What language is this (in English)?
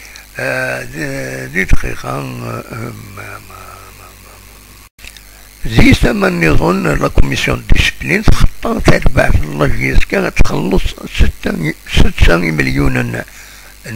Kabyle